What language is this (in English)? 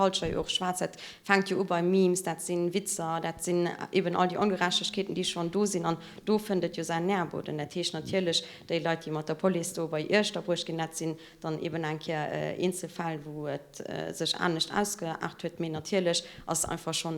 Luxembourgish